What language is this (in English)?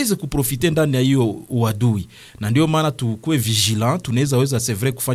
Swahili